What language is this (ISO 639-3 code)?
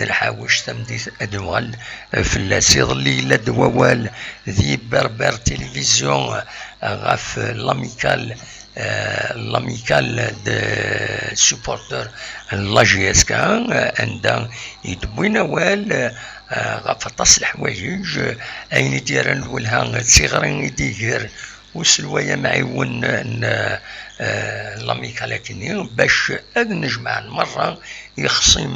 kab